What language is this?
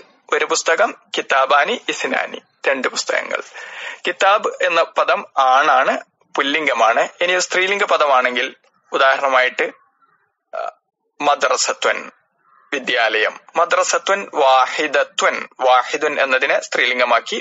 Malayalam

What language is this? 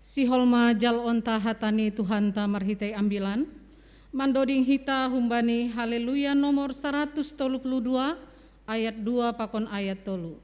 Batak Simalungun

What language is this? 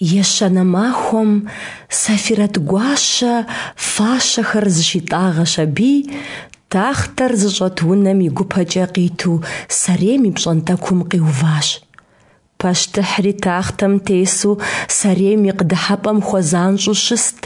Kabardian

